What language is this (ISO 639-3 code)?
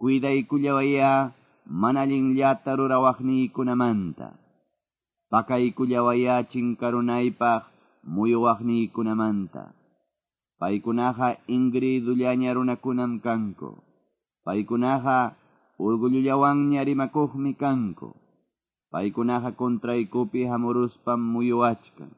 que